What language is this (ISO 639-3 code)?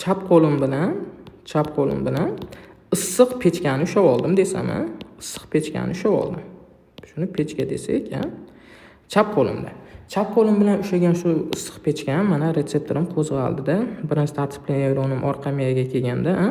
uzb